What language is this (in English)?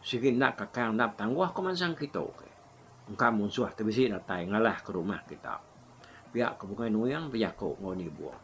Iban